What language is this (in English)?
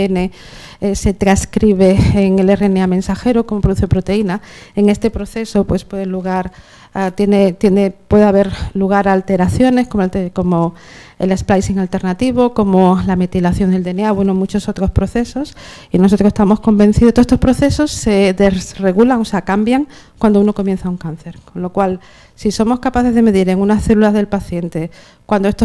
Spanish